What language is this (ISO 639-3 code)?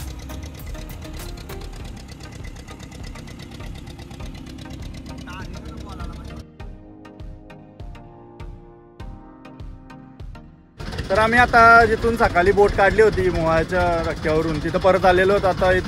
mar